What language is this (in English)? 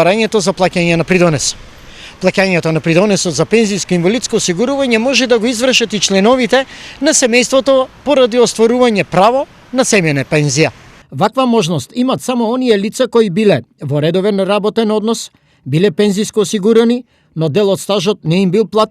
Macedonian